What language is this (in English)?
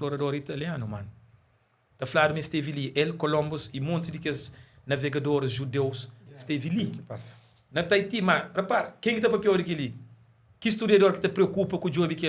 Kabuverdianu